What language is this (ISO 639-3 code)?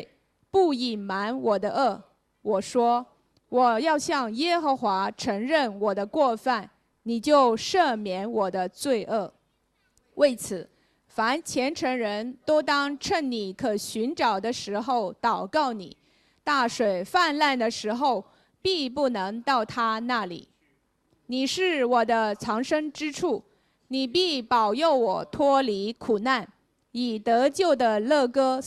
zho